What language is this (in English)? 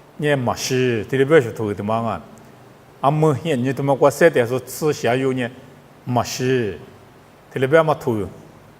Lisu